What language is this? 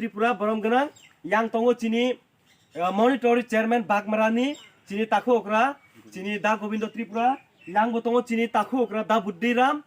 Kok Borok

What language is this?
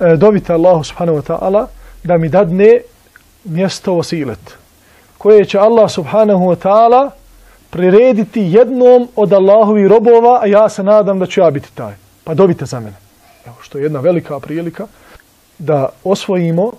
Bosnian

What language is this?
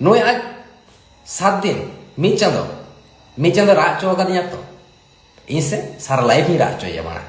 Santali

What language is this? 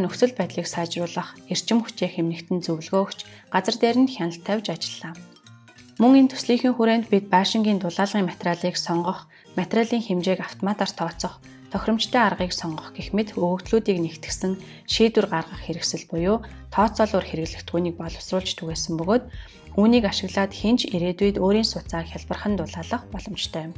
Mongolian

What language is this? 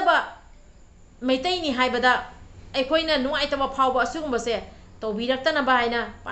Manipuri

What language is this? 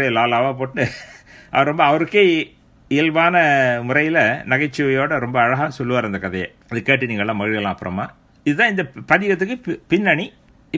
Tamil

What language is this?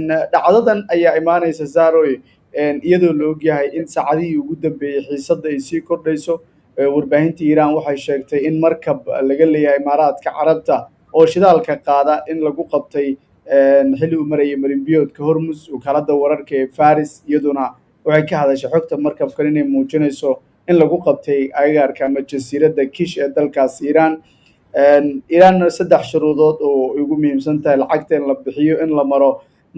Somali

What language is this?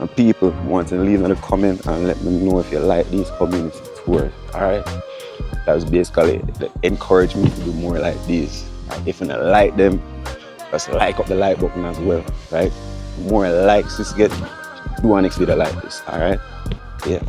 Jamaican Creole English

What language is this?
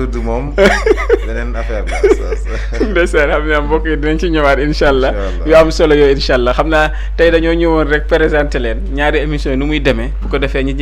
Wolof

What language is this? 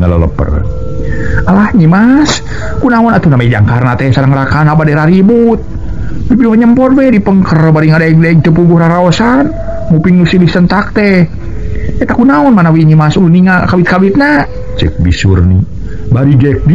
Sundanese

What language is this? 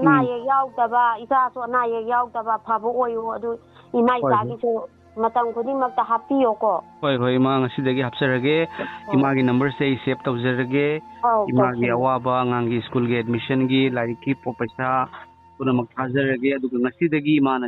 Manipuri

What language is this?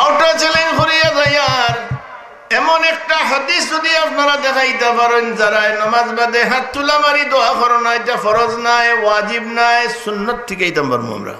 Sylheti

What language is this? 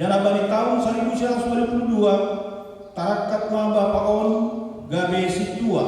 Batak Simalungun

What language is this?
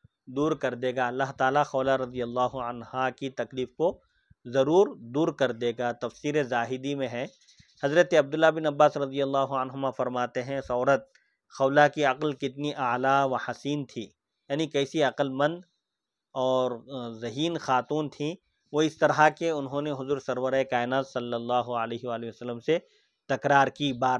Urdu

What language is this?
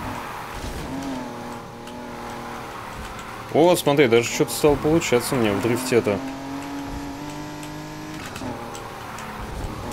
Russian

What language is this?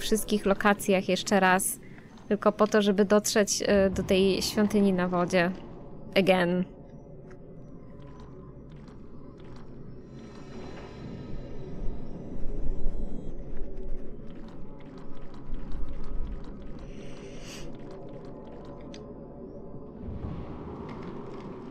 Polish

